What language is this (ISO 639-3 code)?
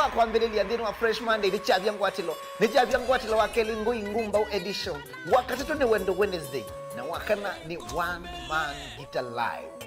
kam